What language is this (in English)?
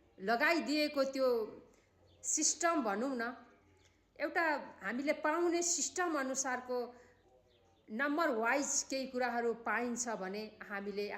Nepali